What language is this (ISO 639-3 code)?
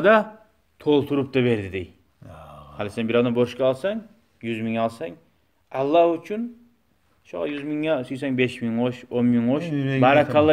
kum